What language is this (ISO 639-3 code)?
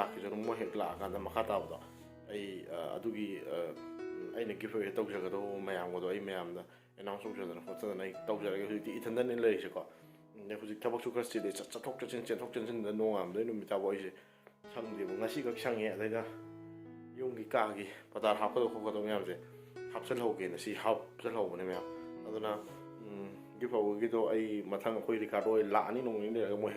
mni